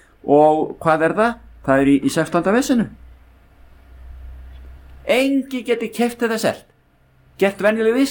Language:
Icelandic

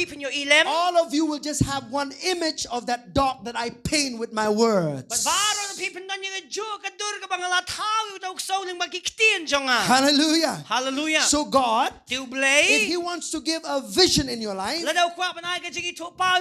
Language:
Khasi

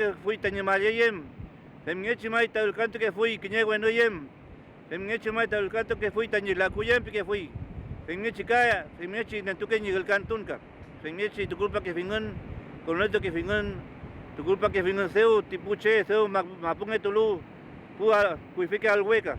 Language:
Mapuche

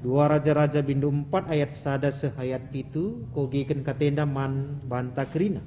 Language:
Batak Karo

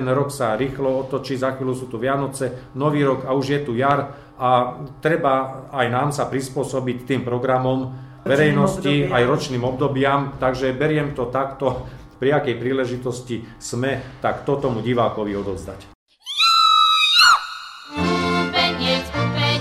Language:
Slovak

